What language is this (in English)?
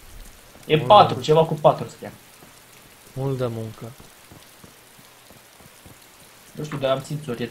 Romanian